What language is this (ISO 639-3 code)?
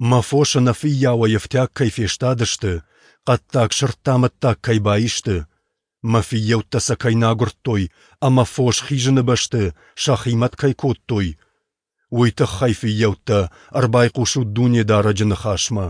oss